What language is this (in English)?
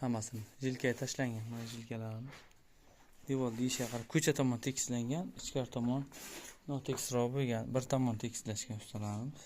Uzbek